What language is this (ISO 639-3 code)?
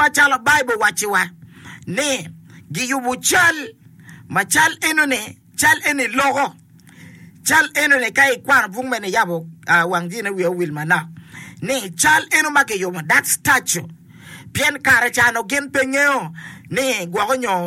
ach